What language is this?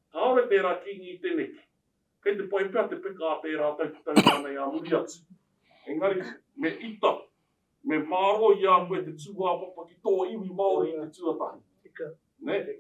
Māori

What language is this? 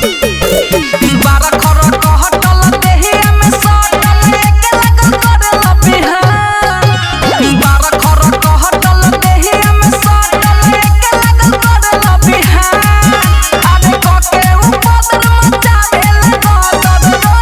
Bhojpuri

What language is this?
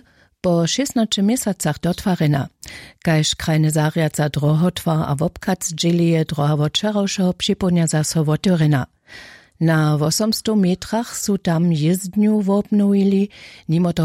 Upper Sorbian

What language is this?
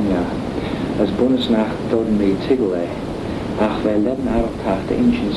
Manx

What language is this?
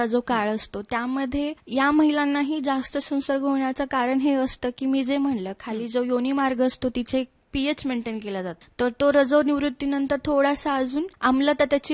Marathi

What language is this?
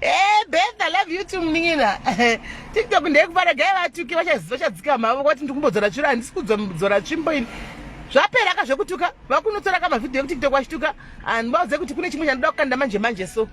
Shona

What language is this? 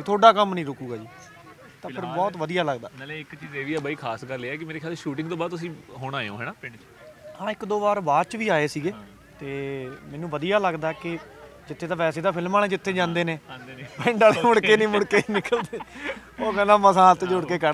Punjabi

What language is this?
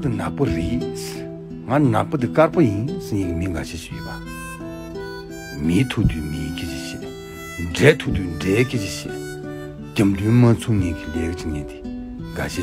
Tibetan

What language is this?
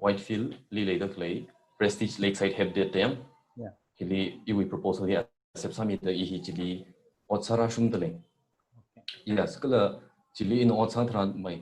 Tangkhul Naga (India)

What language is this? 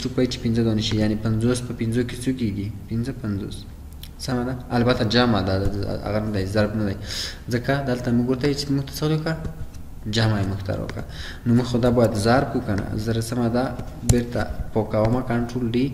Pashto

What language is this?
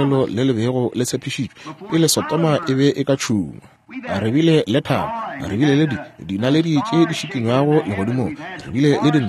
Northern Sotho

